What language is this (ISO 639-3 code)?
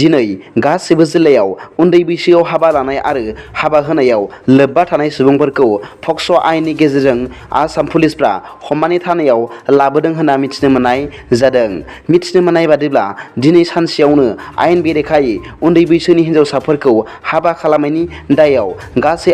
brx